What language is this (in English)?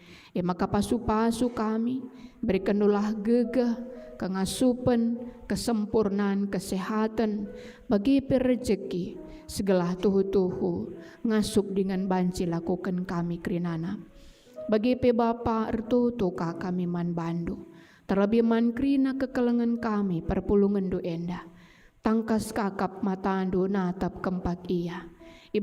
Batak Karo